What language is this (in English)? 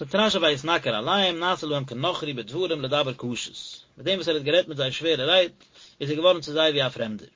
Yiddish